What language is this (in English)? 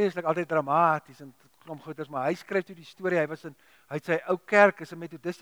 Afrikaans